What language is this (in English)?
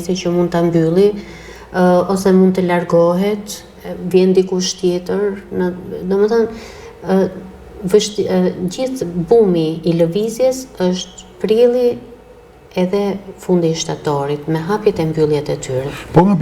Albanian